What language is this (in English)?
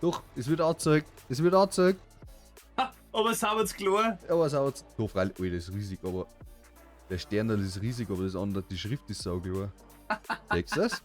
Bavarian